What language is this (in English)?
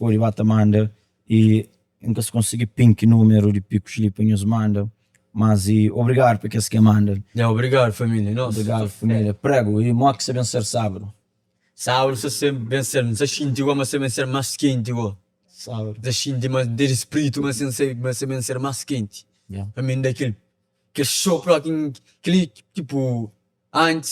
Kabuverdianu